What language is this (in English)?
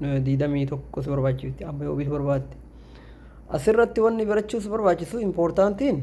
Oromo